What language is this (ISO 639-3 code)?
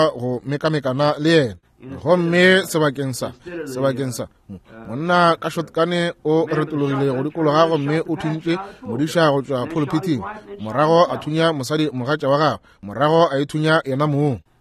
nso